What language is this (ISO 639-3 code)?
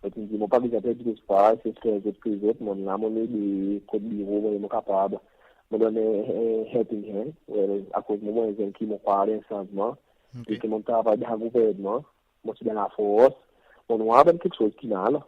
crs